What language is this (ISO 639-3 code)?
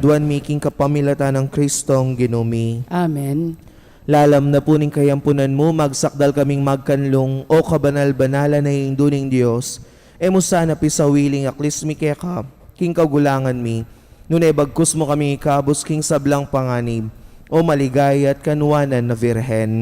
pam